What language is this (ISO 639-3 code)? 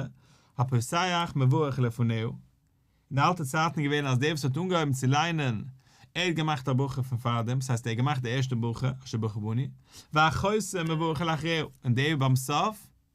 yid